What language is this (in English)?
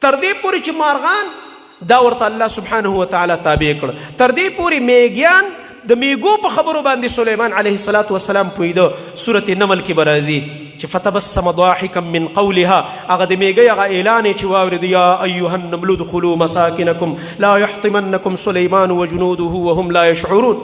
Pashto